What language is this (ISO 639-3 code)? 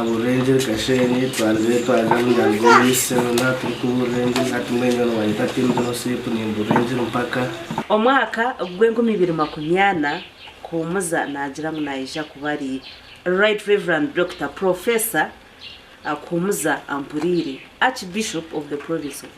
nyn